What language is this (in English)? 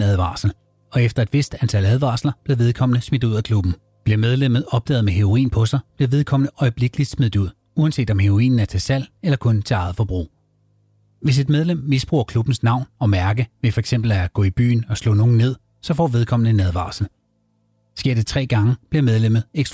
Danish